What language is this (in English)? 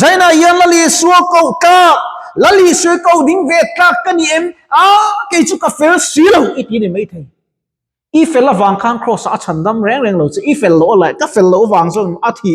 Mizo